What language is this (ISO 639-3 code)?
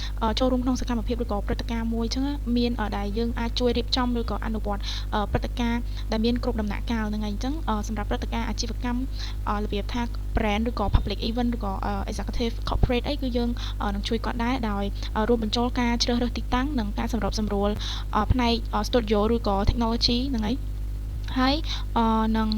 khm